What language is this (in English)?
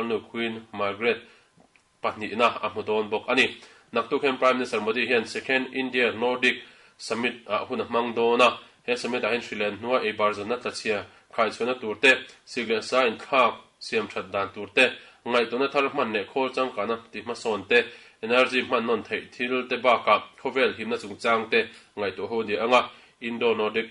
Mizo